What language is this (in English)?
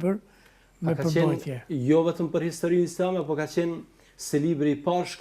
Albanian